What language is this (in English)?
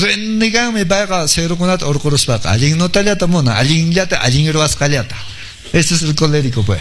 Quechua